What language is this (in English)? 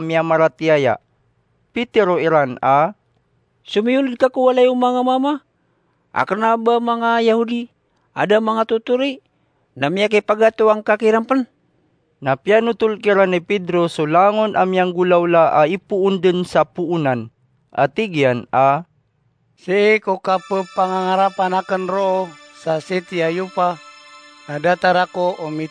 Maranao